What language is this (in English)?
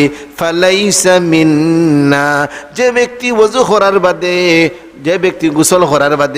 Sylheti